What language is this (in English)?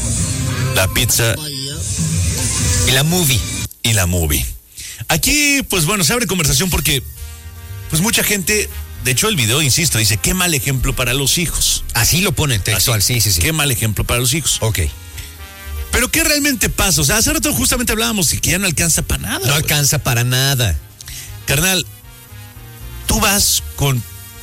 Spanish